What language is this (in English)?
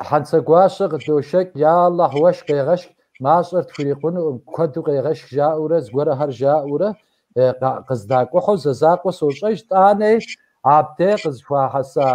Kabardian